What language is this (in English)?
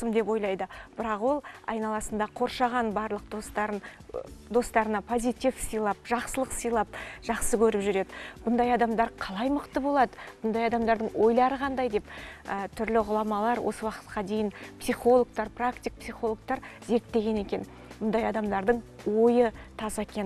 Kazakh